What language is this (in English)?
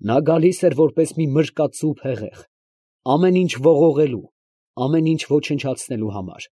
Armenian